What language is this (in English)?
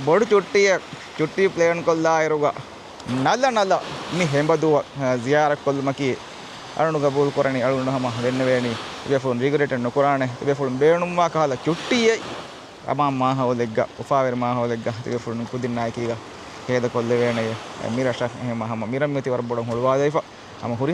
Divehi